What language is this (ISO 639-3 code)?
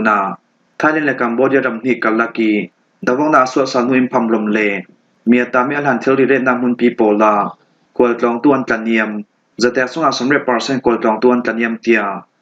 cfm